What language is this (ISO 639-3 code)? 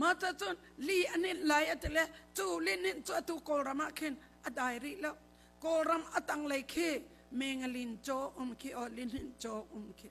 cnh